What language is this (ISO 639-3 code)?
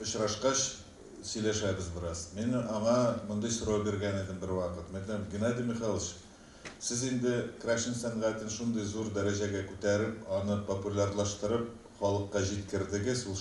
tat